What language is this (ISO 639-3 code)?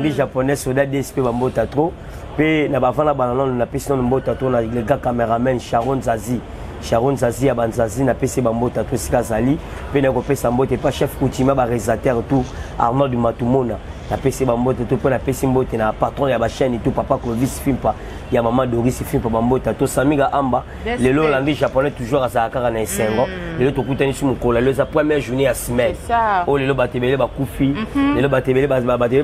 lin